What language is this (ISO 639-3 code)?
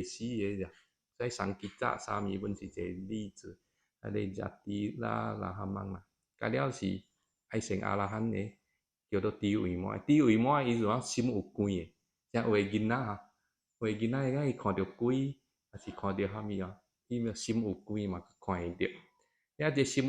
nan